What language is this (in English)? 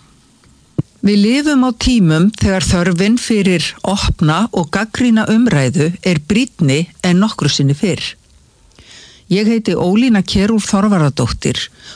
Icelandic